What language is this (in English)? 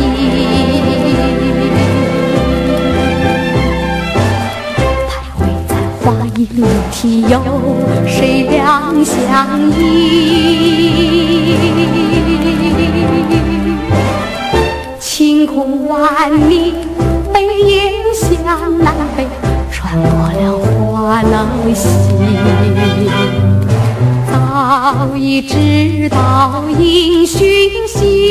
Chinese